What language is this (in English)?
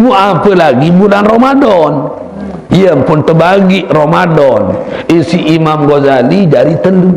Sasak